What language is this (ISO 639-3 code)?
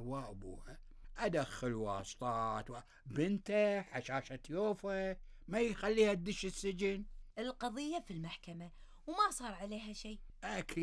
afb